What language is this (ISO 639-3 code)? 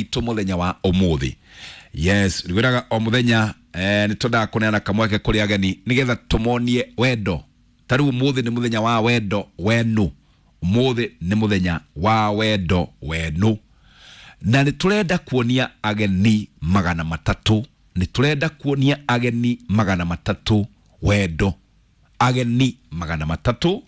kik